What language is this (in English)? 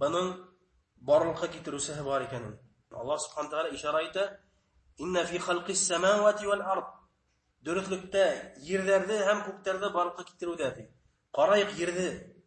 Bashkir